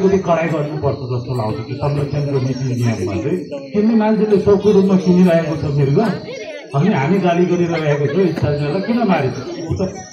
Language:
Nepali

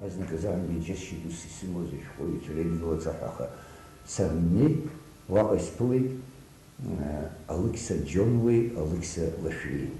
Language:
Abkhazian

